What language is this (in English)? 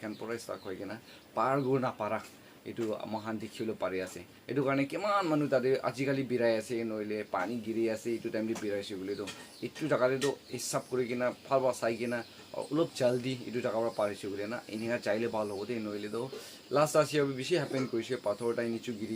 Naga Pidgin